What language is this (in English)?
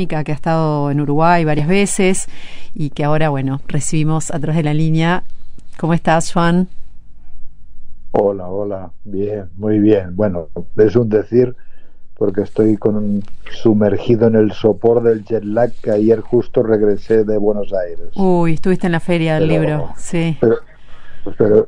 Spanish